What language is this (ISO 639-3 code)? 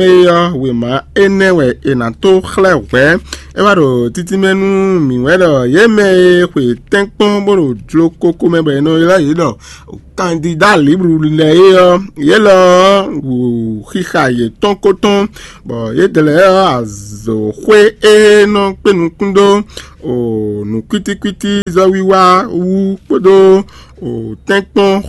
fon